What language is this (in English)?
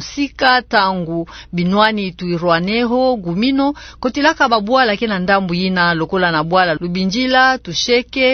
Kituba (Democratic Republic of Congo)